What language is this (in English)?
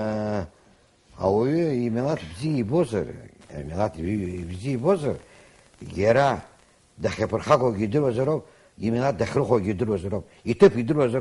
Abkhazian